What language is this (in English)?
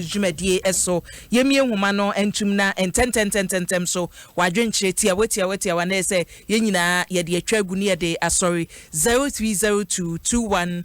Akan